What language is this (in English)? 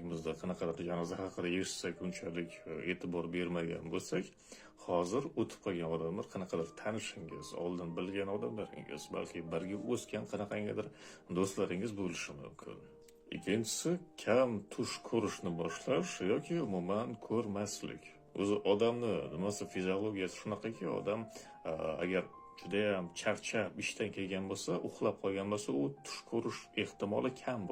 Uzbek